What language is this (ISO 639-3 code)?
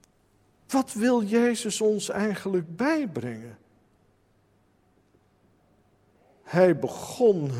nld